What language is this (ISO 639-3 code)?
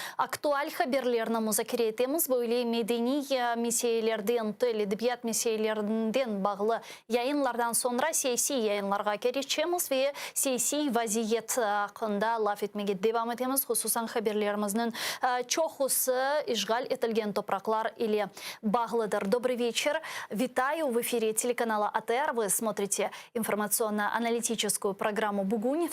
crh